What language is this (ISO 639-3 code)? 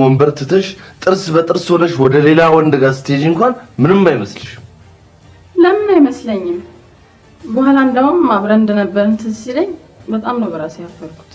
amh